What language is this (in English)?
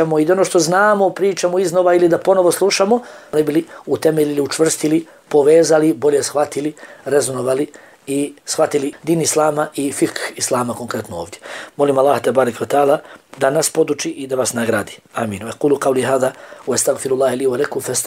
Bosnian